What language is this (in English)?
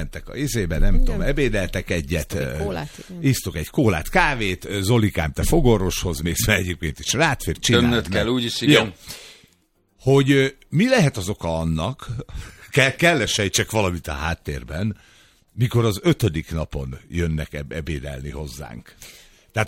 Hungarian